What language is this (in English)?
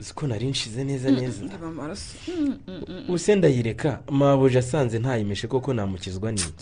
Kinyarwanda